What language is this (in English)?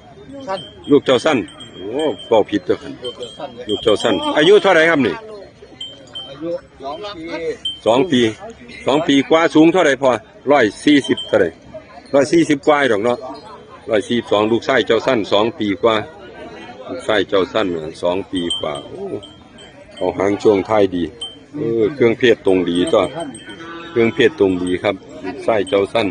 Northeastern Thai